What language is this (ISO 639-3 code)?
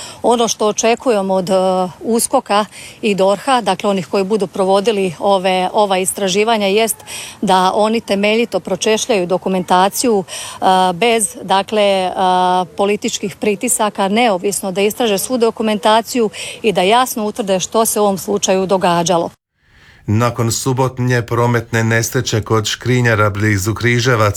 hrv